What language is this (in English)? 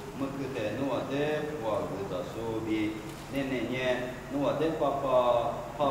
Lisu